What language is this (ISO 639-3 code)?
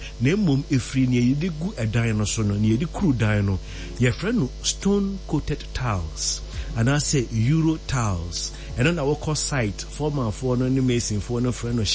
aka